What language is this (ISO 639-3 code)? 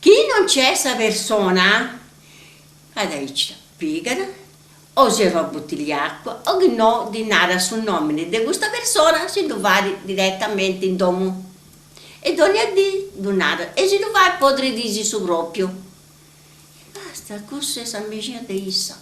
srd